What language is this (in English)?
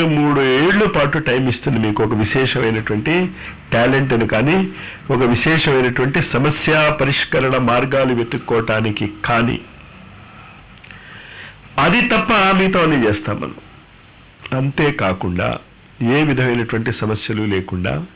Telugu